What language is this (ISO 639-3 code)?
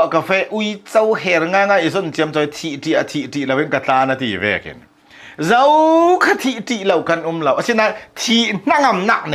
cnh